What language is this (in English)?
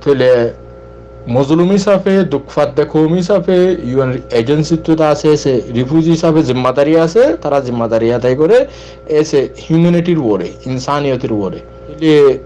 Rohingya